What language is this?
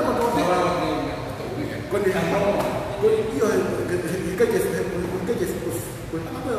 Tongan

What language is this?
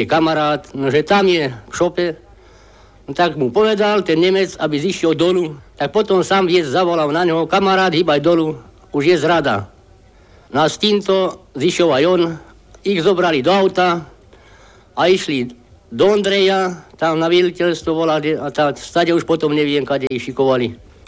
Slovak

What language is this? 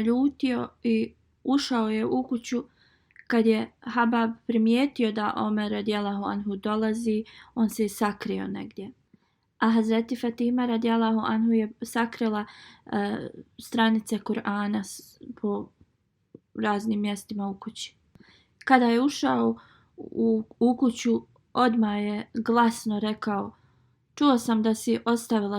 Bosnian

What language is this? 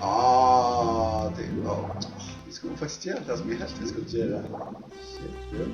Faroese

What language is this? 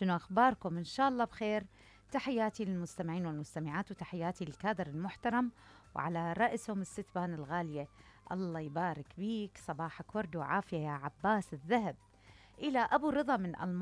Mesopotamian Arabic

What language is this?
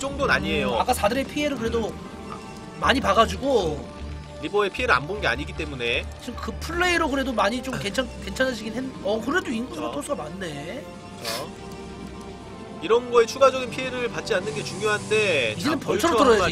Korean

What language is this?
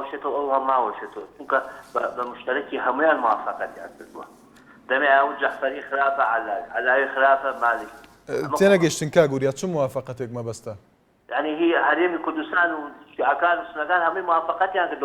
Central Kurdish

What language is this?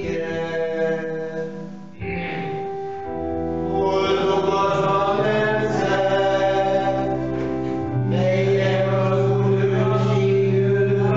Hungarian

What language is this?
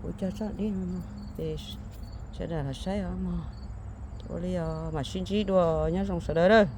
Hmong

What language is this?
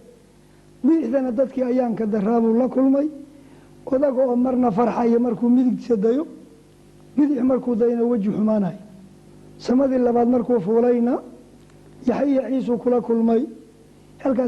Somali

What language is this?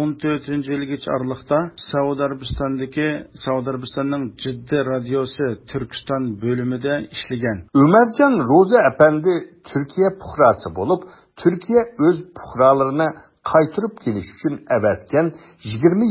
Uyghur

